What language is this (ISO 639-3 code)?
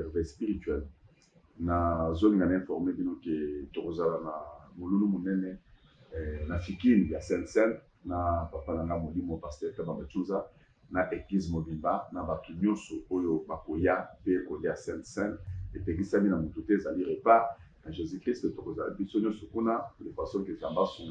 lin